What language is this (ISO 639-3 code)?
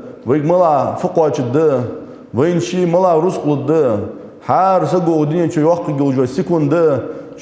inh